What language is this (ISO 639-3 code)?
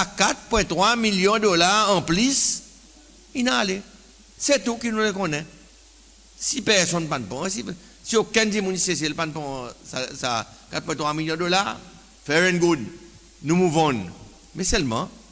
crs